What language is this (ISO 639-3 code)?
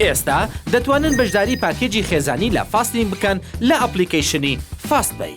kur